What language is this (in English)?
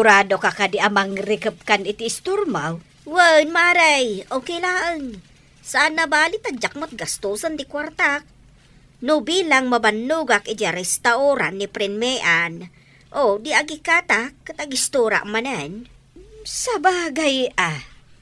Iloko